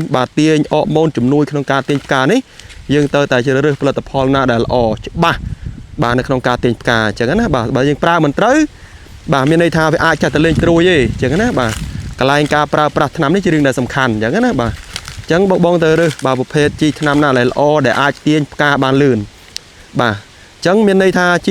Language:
Khmer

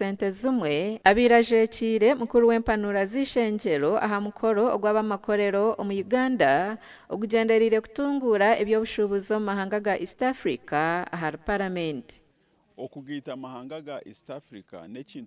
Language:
Nyankole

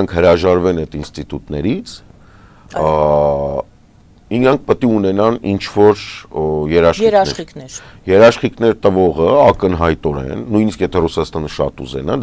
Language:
Armenian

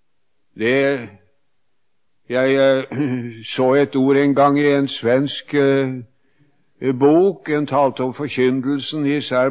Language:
Norwegian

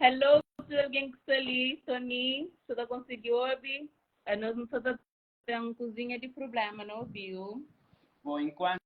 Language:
Kabuverdianu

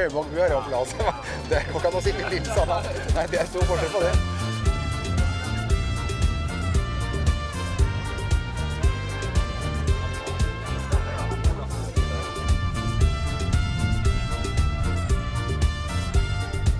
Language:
Norwegian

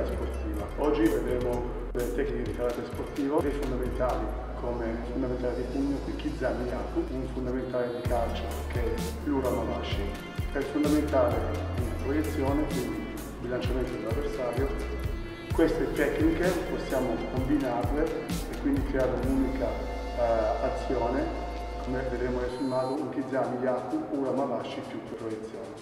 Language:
Italian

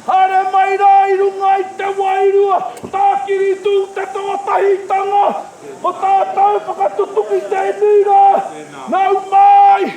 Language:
Māori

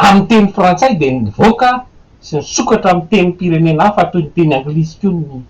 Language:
Malagasy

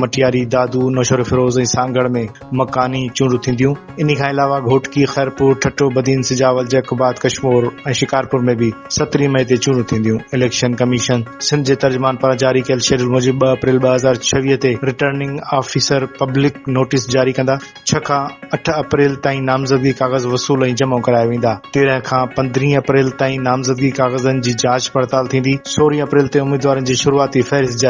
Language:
Sindhi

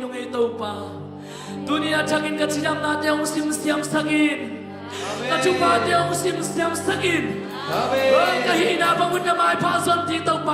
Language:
Tedim Chin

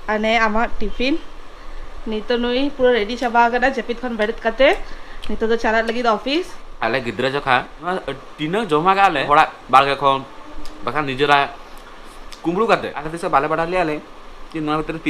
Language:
Santali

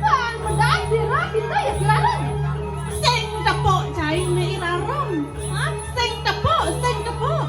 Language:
Balinese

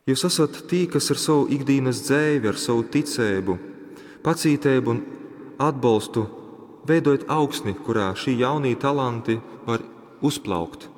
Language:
Latgalian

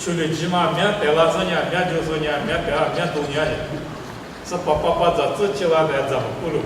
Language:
Lisu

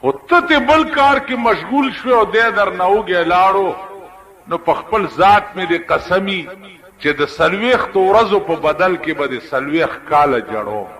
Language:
Pashto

